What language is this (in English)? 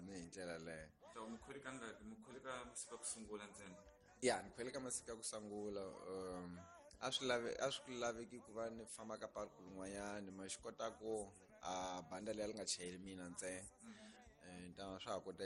Tsonga